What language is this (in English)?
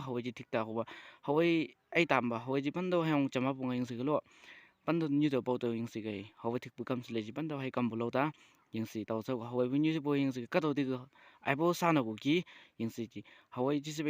Chang Naga